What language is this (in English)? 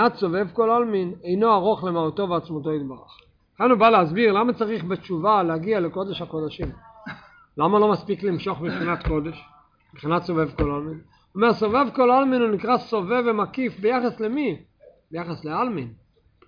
Hebrew